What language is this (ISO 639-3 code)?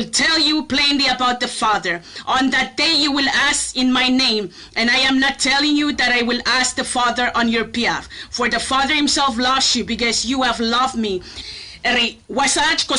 pon